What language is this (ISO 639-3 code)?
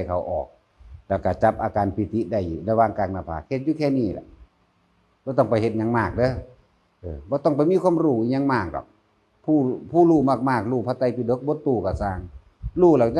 tts